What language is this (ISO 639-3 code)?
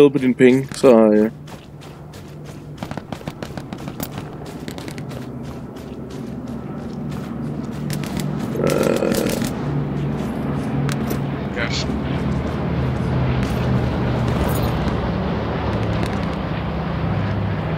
dan